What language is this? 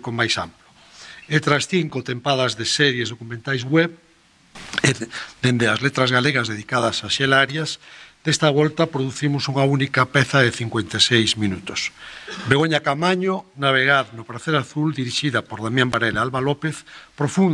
Galician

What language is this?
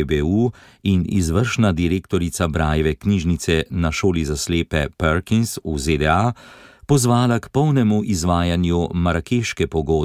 Slovenian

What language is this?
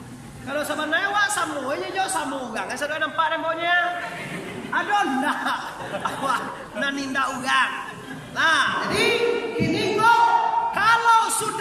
Minangkabau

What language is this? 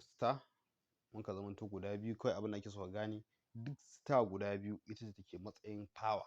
Hausa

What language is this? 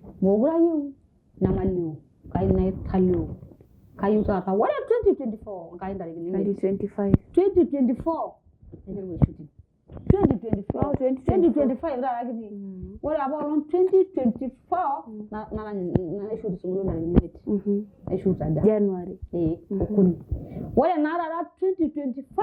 Masai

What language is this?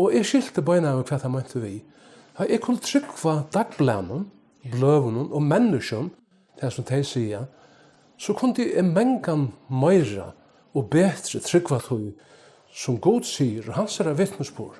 Faroese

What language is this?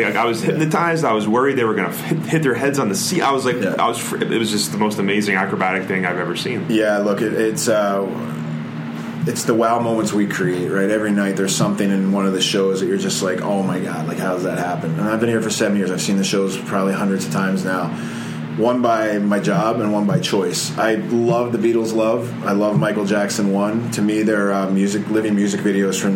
English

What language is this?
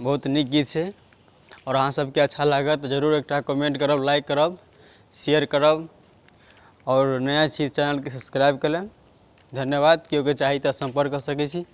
Maithili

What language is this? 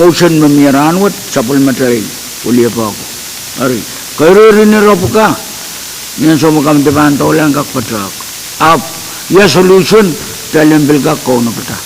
Pohnpeian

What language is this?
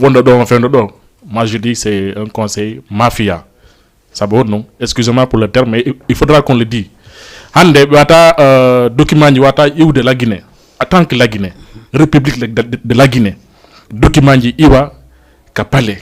Fula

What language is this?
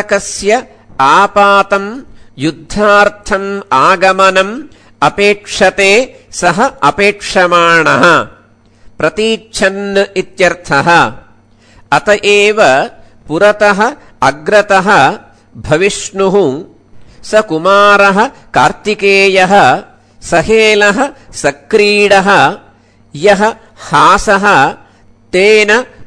Sanskrit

